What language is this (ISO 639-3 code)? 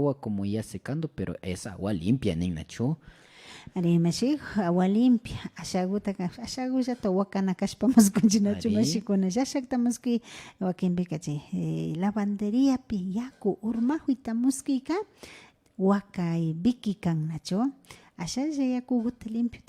qvi